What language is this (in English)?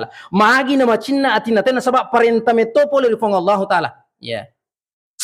Buginese